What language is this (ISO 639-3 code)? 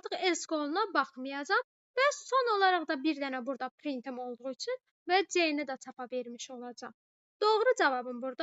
aze